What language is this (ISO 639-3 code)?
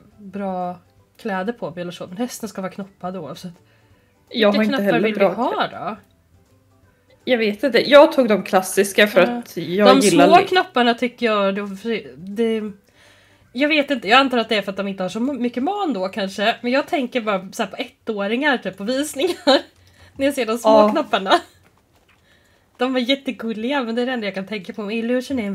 swe